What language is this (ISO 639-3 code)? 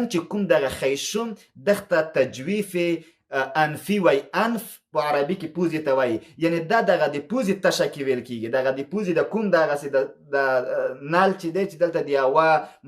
pus